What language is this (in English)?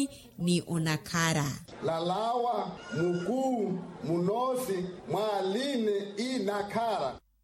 Makhuwa